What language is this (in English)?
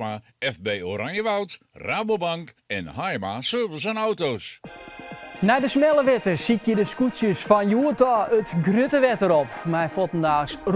Western Frisian